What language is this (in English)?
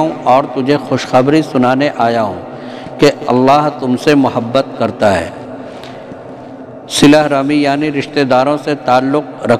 Urdu